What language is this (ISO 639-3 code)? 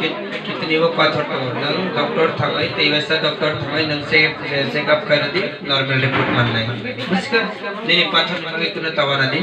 trp